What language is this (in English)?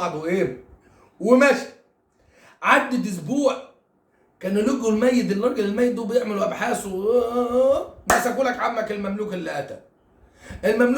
Egyptian Arabic